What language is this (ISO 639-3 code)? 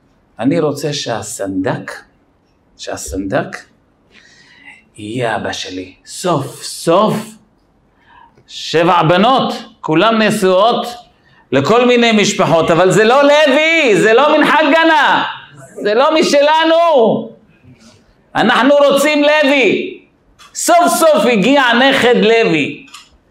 heb